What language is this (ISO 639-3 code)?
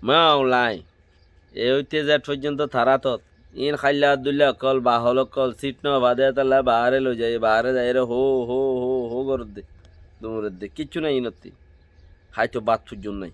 rhg